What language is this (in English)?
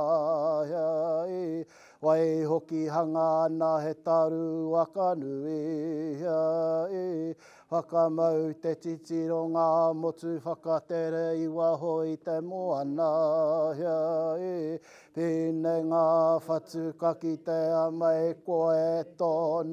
Māori